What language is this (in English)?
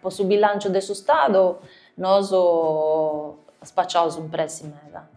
Sardinian